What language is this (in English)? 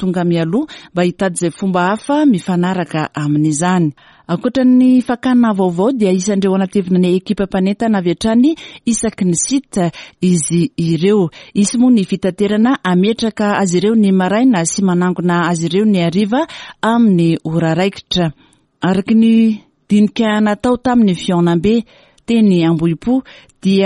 Malagasy